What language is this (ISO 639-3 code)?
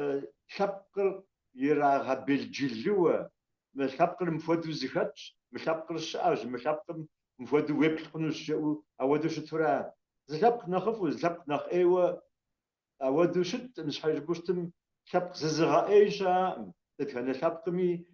kbd